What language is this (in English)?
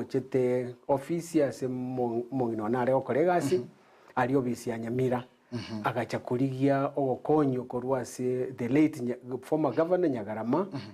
Gusii